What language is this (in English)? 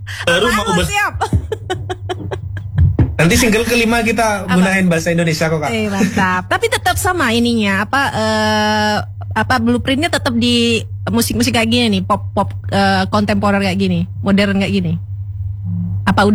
Indonesian